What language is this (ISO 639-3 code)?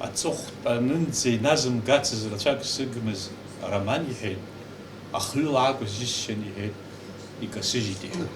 abk